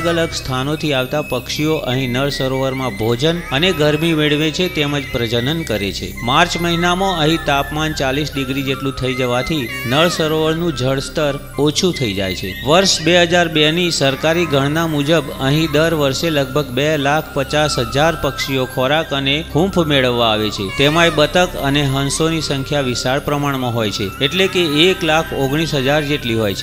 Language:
Gujarati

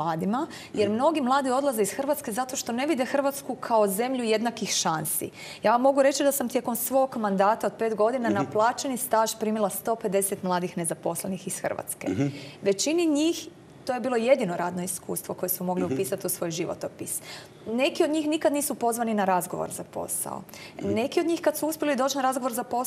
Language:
Croatian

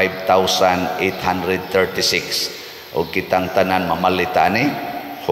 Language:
Cebuano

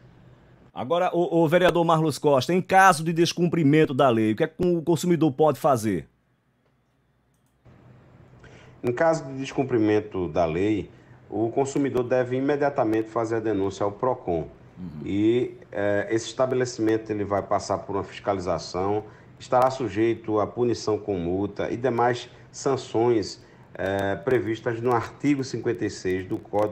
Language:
Portuguese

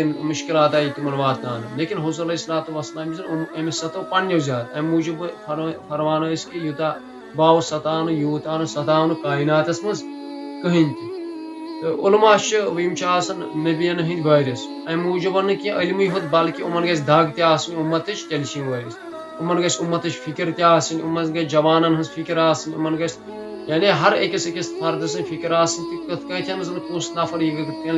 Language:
Kashmiri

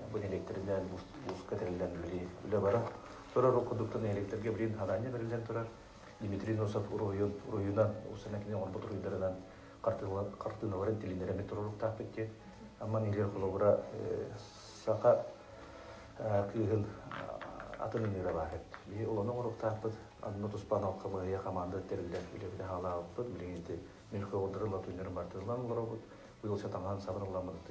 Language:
Yakut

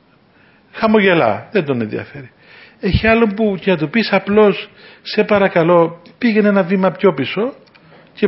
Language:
Greek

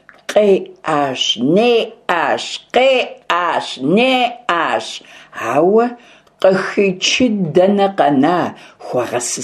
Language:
Kabardian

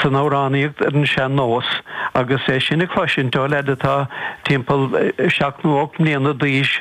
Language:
Irish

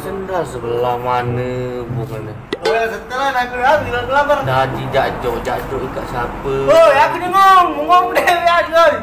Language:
Musi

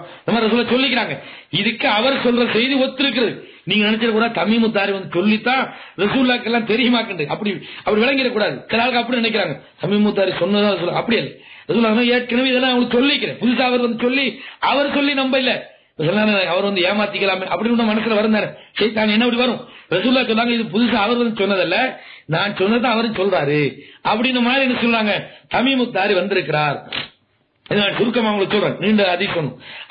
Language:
Tamil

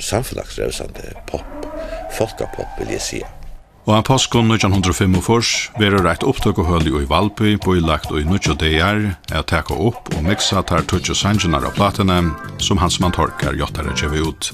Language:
Faroese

